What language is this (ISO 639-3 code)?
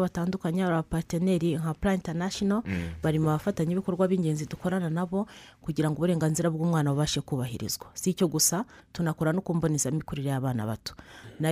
kin